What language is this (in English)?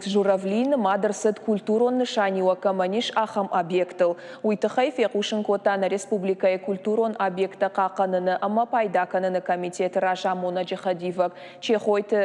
Ossetic